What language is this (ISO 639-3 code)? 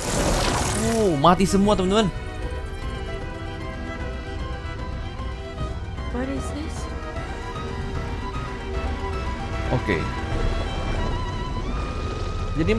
ind